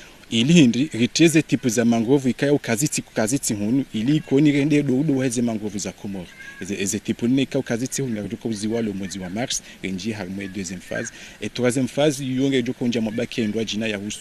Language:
Ngazidja Comorian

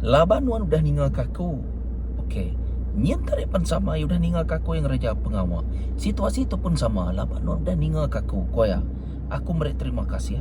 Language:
Iban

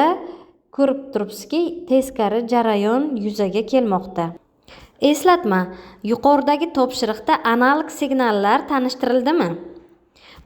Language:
Uzbek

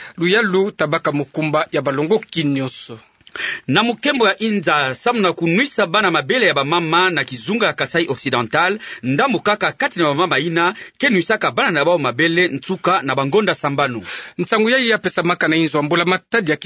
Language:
Kituba (Democratic Republic of Congo)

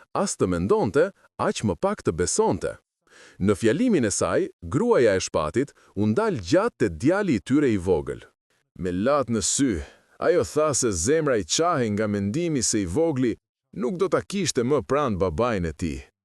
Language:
Albanian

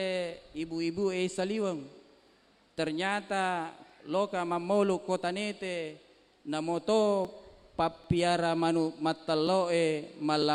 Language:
Buginese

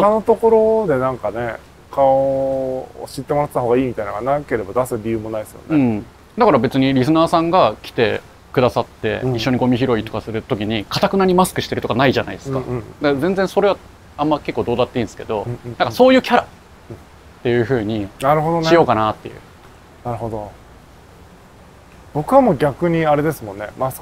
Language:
Japanese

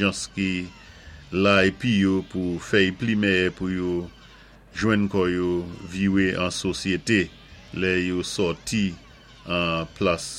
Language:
Saint Lucian Creole French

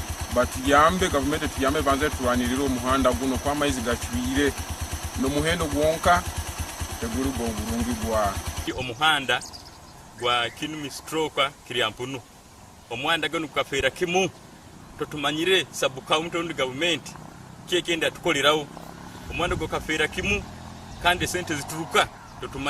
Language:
Nyankole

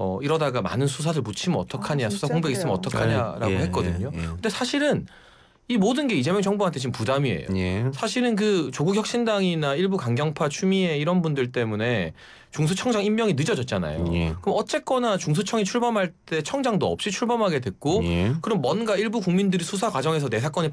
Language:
Korean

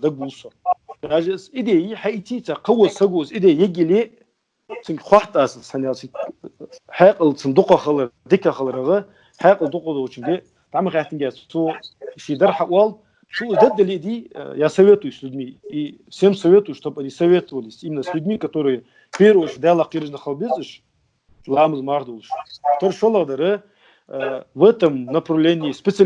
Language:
Ingush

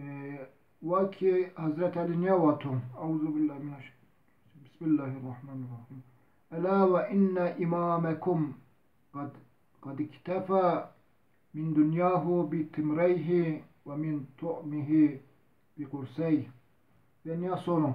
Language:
Zaza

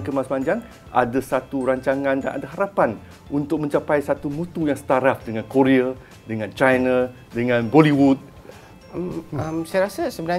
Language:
Malay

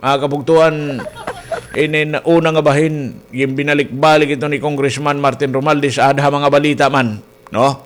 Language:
Waray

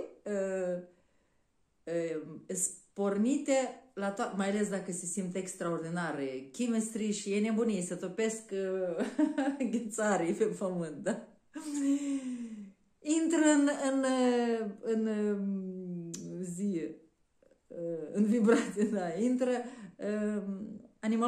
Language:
Romanian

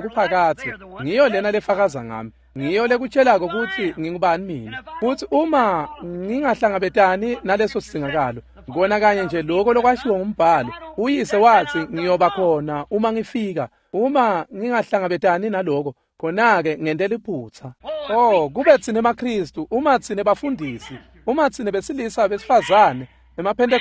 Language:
Swati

